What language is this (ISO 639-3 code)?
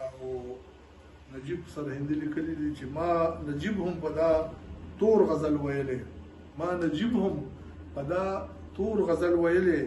pus